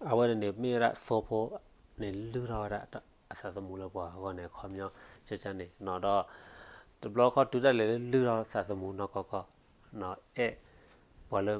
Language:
S'gaw Karen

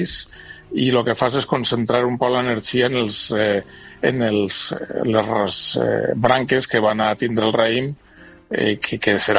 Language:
Catalan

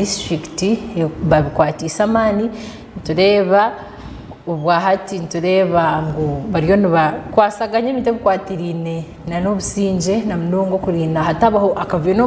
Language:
Nyankole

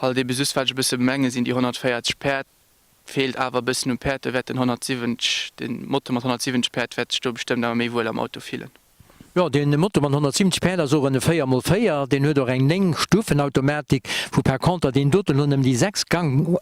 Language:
Luxembourgish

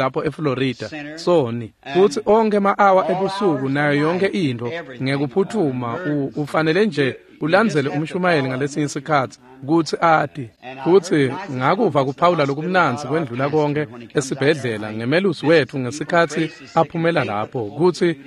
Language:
Swati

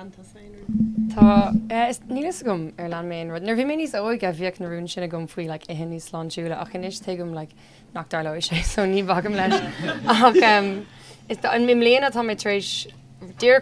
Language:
Irish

